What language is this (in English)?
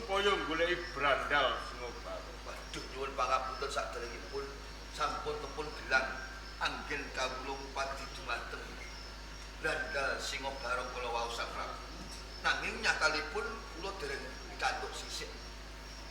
Javanese